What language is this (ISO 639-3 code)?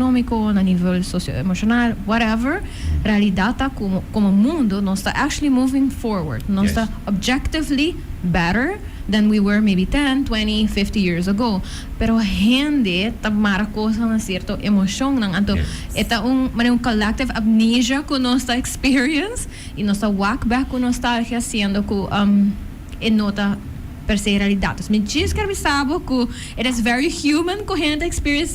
pap